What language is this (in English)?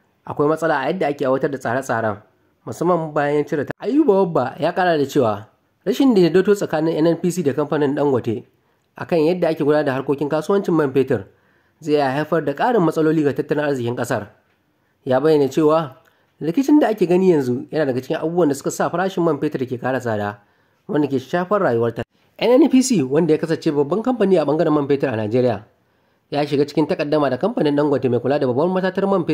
Hausa